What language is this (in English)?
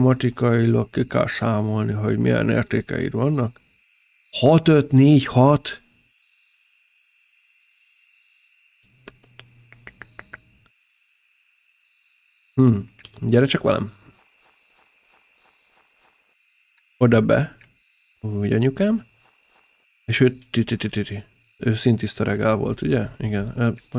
Hungarian